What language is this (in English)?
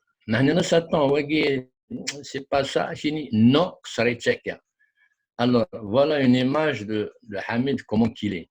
Kabyle